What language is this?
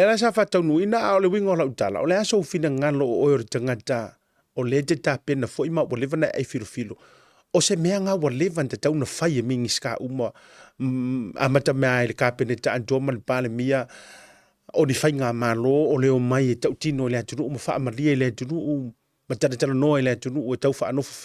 Samoan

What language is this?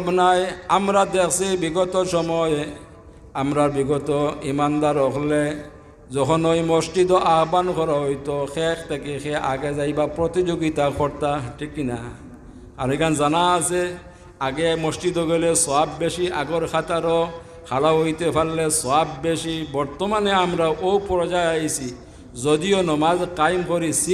Sylheti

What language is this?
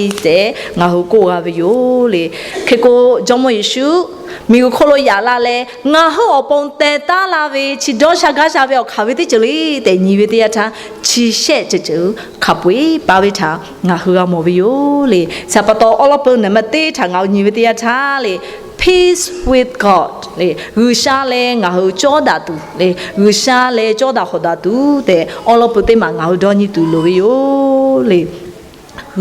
Lahu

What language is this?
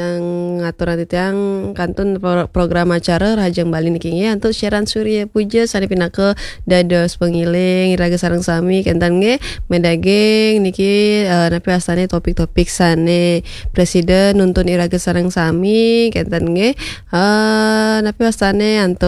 Balinese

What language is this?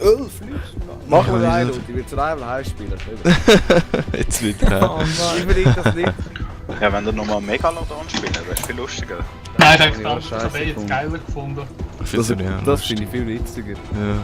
Swiss German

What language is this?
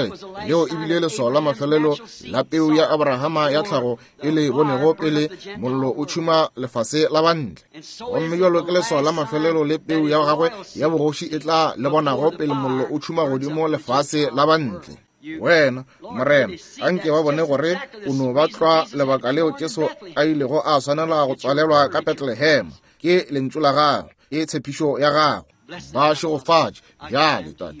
Northern Sotho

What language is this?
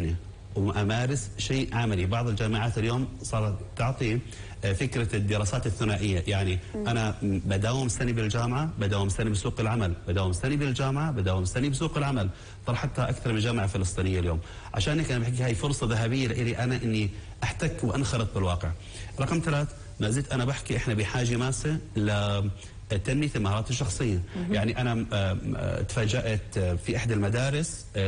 North Levantine Arabic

